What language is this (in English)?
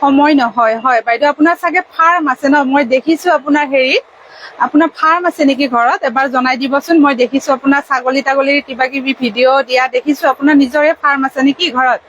Assamese